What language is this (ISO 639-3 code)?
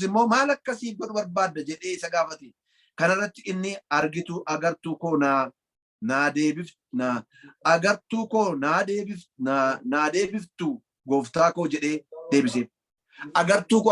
orm